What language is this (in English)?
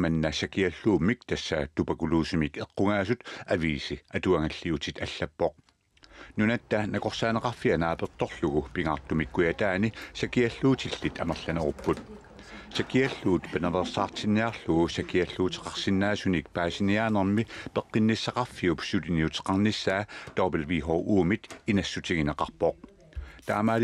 Kalaallisut